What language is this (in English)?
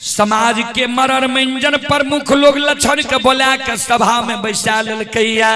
Maithili